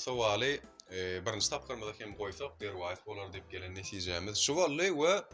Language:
Turkmen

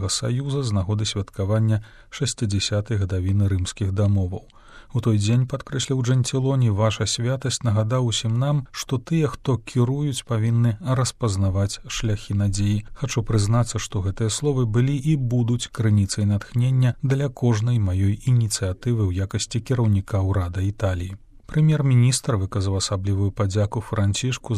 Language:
Belarusian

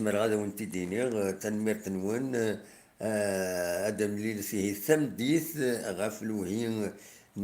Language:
Kabyle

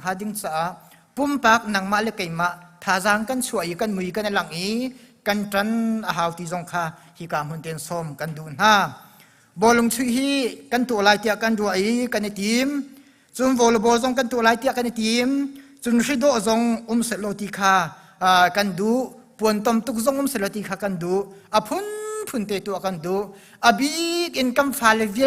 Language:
Hakha Chin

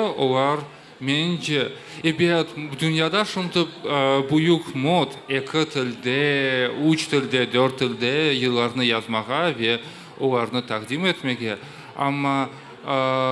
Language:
Crimean Tatar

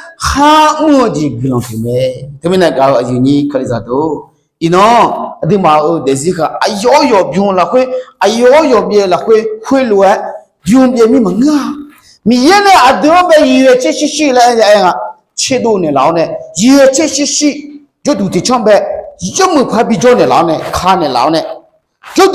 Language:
Akha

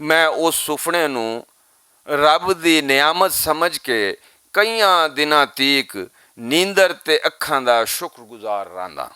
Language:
Western Panjabi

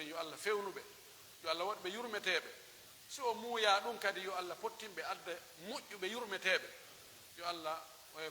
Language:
Pular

